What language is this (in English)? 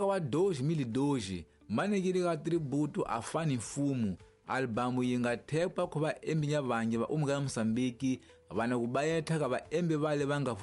Tsonga